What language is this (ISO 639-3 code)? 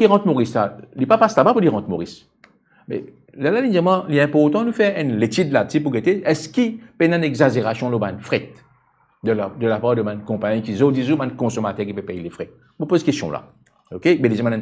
mfe